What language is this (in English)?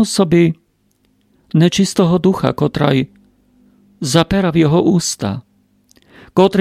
Rusyn